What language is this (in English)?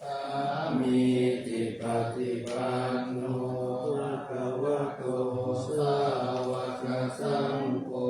Pali